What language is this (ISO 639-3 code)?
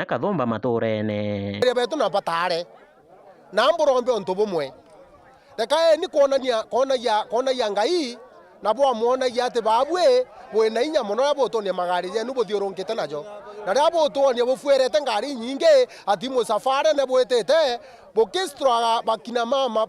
mer